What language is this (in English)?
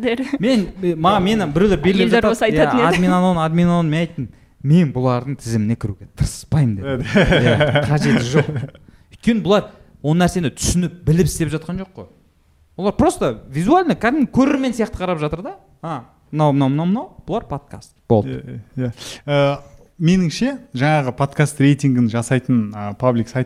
Kazakh